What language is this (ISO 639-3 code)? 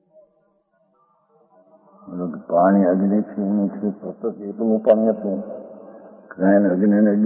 guj